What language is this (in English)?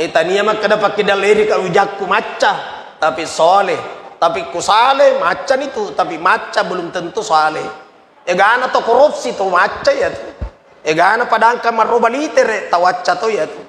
Buginese